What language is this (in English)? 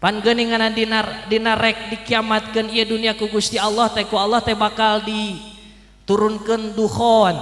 Sundanese